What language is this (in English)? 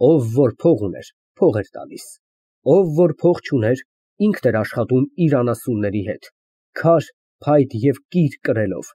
Armenian